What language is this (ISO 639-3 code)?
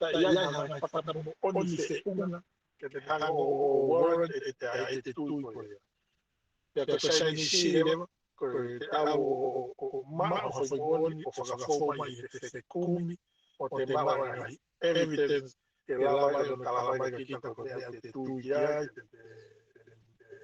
ton